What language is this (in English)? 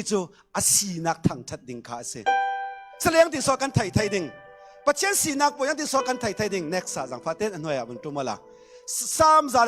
Falam Chin